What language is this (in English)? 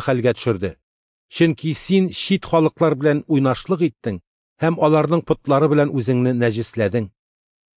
Tatar